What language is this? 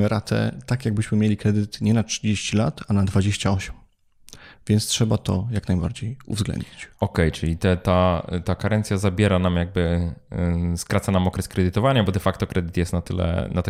Polish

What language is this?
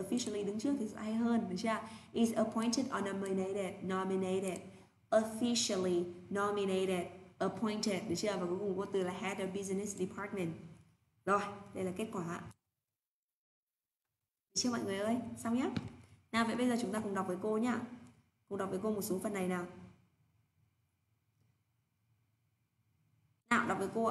Vietnamese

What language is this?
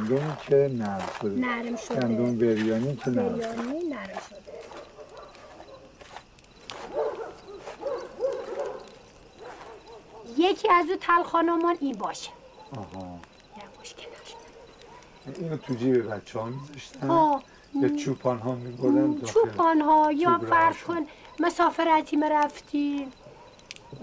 Persian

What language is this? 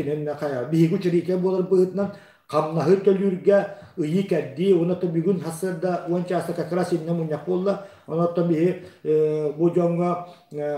Yakut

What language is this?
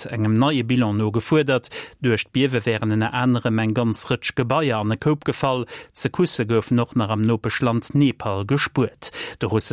Luxembourgish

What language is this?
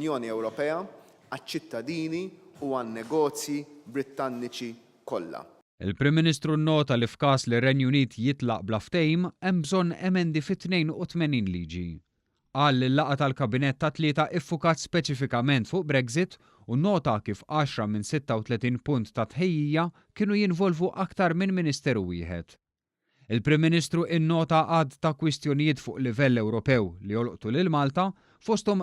Maltese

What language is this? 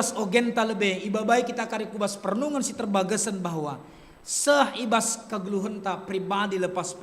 Batak Karo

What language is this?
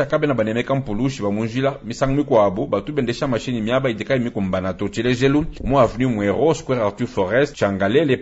Luba-Lulua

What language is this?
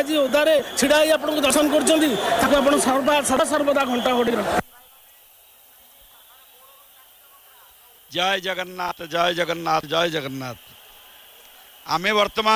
Odia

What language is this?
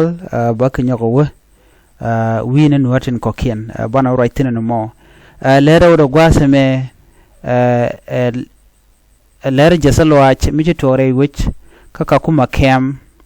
Nuer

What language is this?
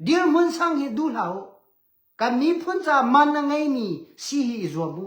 Hakha Chin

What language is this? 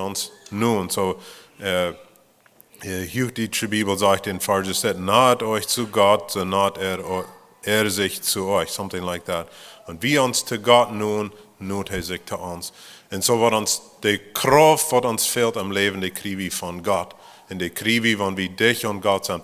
Plautdietsch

